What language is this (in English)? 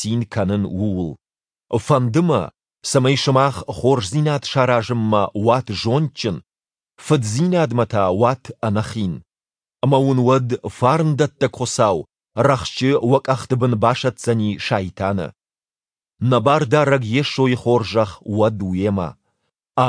Ossetic